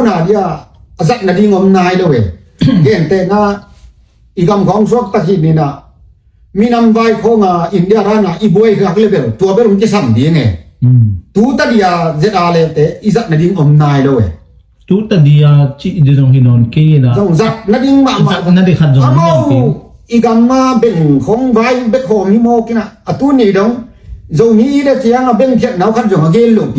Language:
Tedim Chin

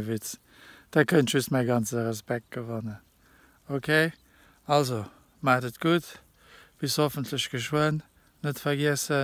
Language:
Luxembourgish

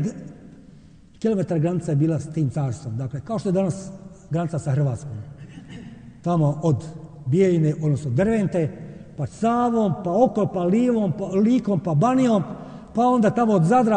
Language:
Bosnian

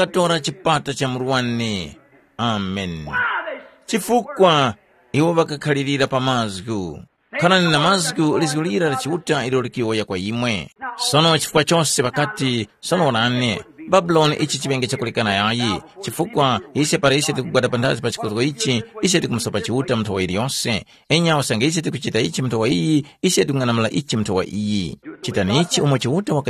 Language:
Tumbuka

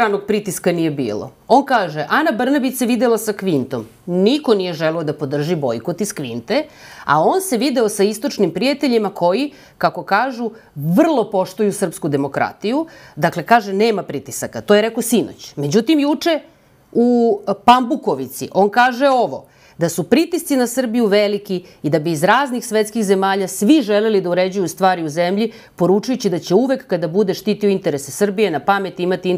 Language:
Serbian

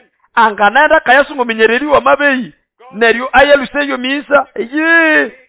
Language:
Nande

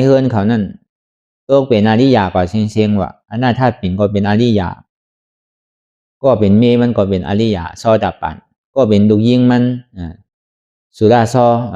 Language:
Shan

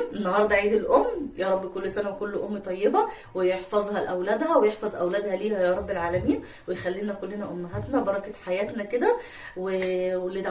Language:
Egyptian Arabic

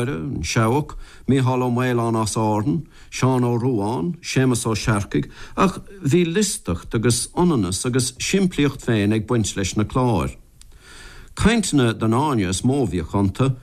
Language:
Irish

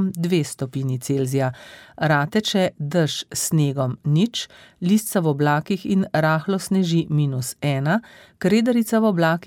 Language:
Slovenian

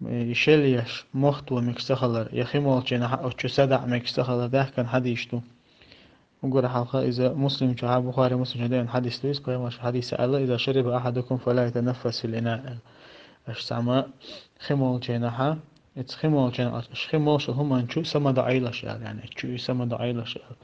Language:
Chechen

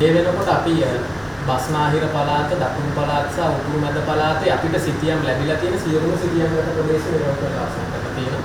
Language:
Sinhala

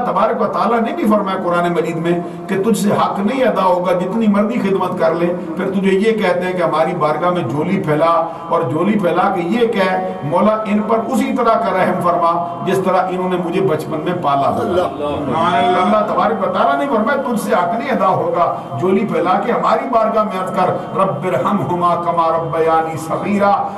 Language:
Urdu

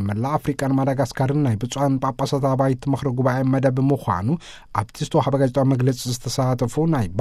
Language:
Tigrinya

